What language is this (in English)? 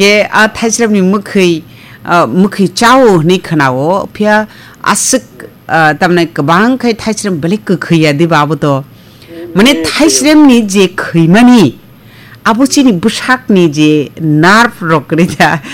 Kok Borok